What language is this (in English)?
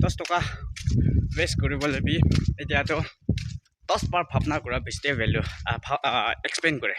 Naga Pidgin